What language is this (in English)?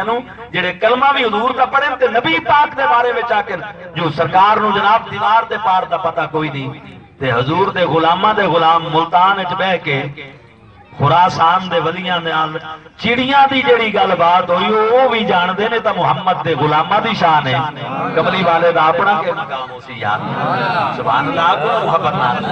Saraiki